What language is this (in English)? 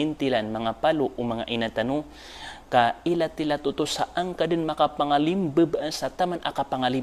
Maranao